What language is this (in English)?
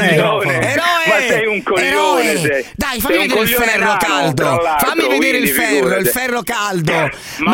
Italian